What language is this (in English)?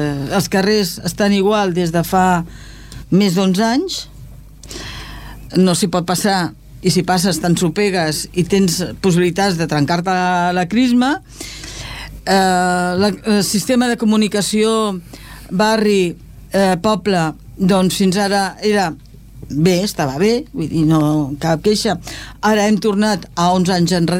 Catalan